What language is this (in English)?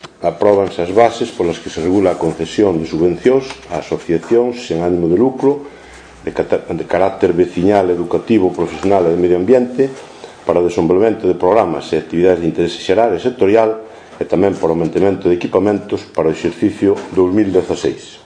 Galician